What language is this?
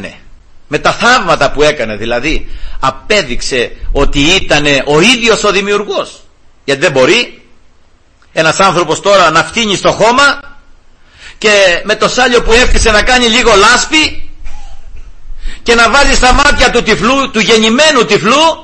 Greek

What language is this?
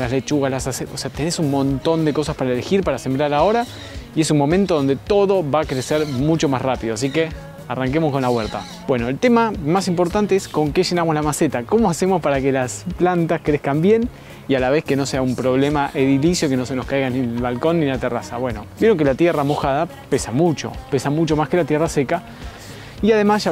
Spanish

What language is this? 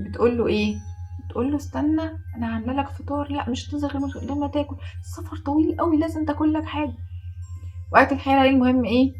Egyptian Arabic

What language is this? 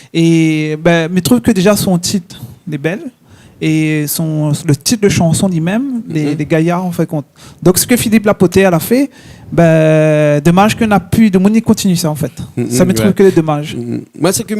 Réunion Creole French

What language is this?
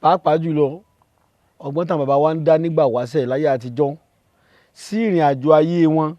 Yoruba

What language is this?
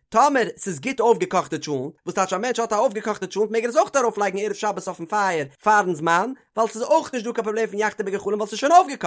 Yiddish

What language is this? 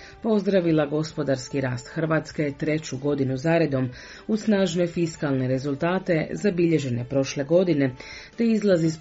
Croatian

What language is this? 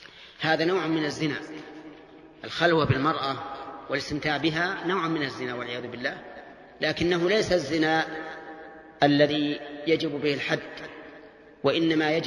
Arabic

